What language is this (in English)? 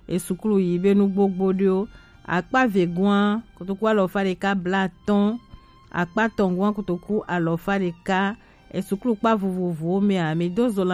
Gen